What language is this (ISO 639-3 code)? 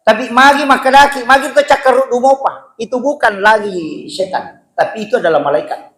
bug